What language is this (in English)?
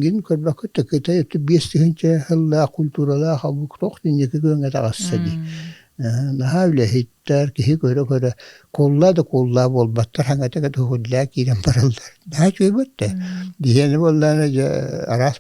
Yakut